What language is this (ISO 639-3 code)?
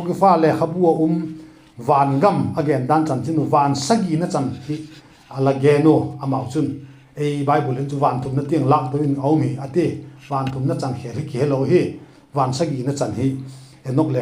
vap